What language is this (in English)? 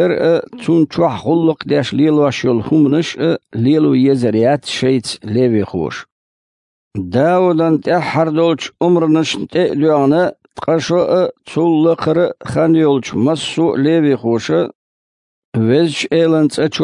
Chechen